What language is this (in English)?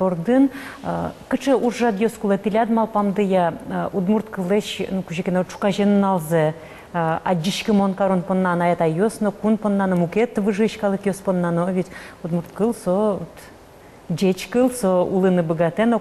Udmurt